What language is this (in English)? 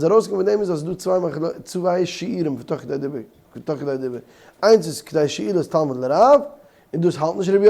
Yiddish